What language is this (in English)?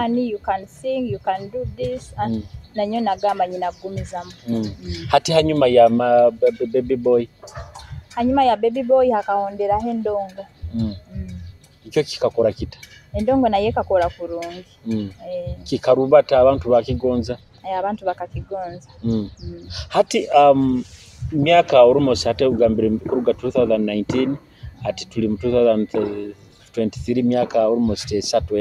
Nyoro